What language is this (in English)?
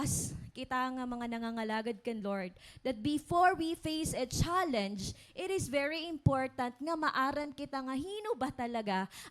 Waray